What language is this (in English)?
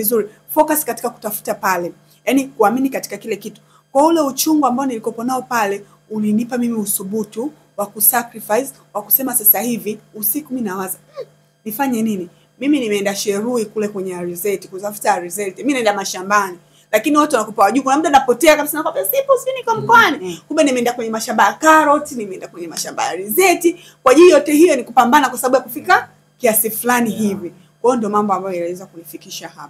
Swahili